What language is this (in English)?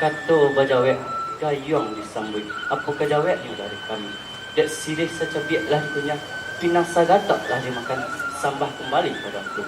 Minangkabau